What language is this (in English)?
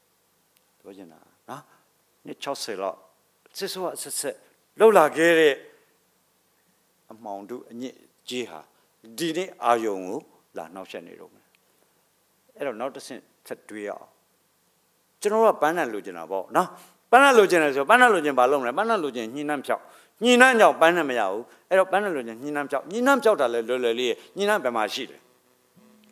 Burmese